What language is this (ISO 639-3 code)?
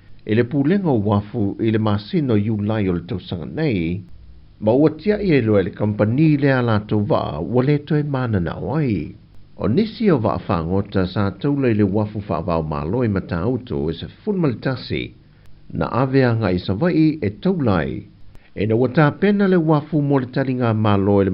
smo